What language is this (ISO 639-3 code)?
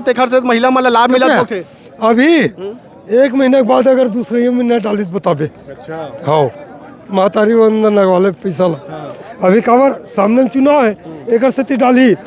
hne